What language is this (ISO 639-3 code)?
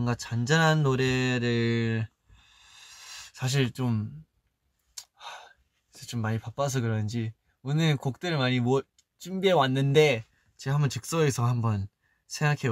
kor